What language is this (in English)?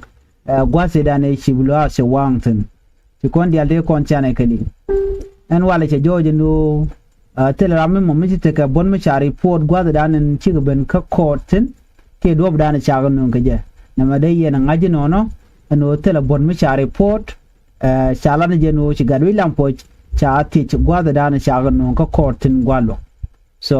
Nuer